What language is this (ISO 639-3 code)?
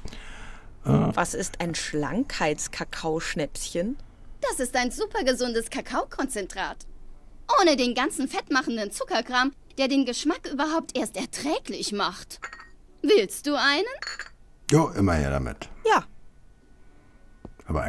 deu